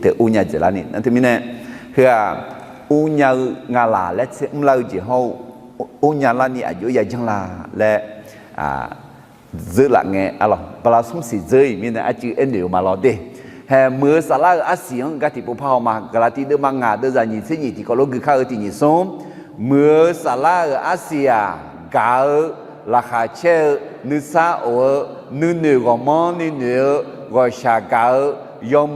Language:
Akha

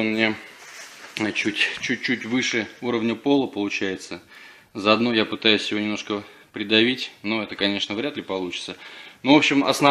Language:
Russian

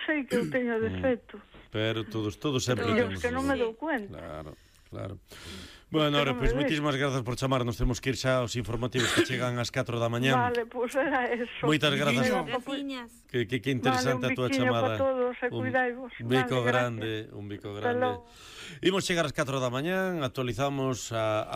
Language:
Galician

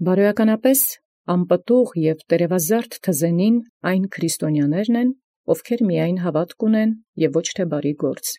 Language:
Armenian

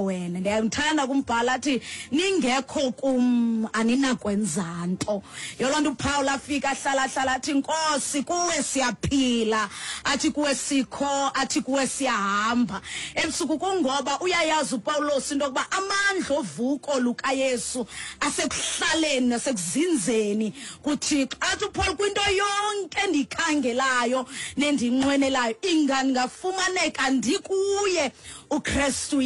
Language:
Xhosa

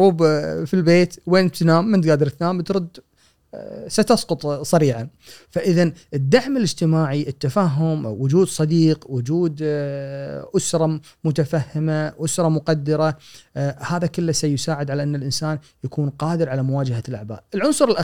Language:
Gulf Arabic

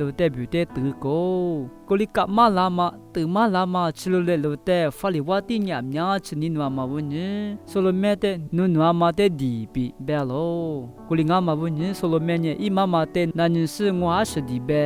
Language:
Lisu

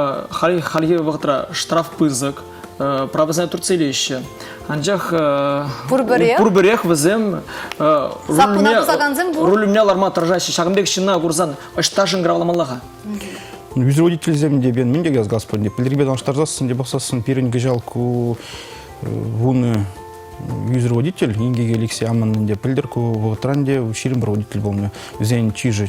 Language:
Chuvash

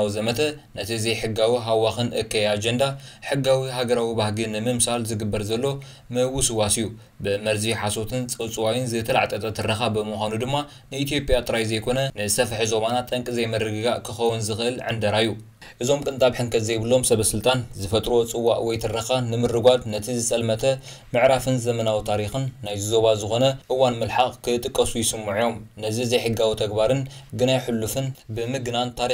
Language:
Tigrinya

